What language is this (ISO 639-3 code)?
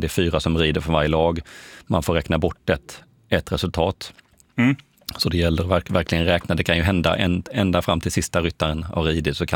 swe